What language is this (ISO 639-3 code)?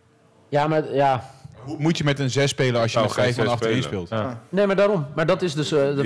nld